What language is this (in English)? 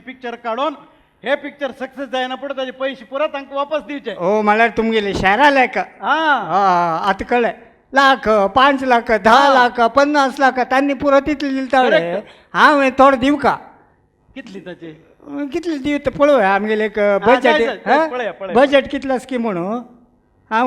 Konkani